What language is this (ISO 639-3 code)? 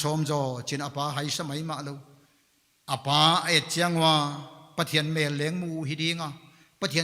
pck